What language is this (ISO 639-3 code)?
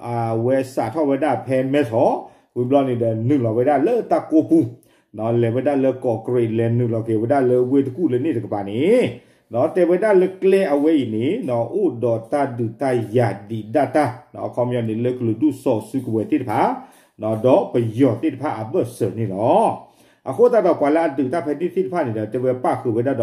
ksw